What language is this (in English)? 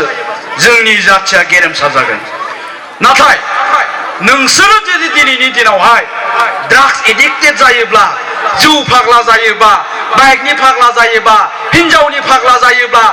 Bodo